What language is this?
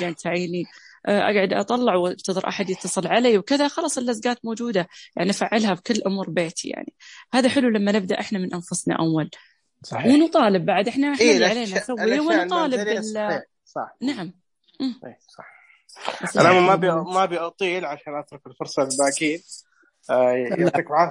Najdi Arabic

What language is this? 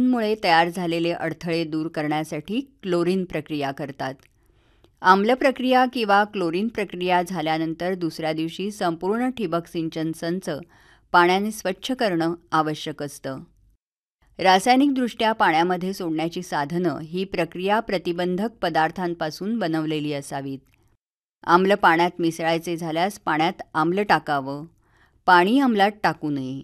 Marathi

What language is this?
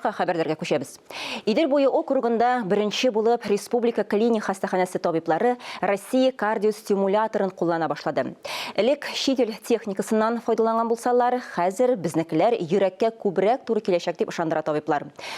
Tatar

